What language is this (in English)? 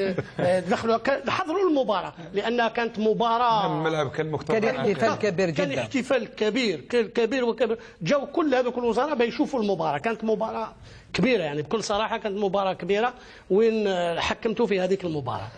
Algerian Arabic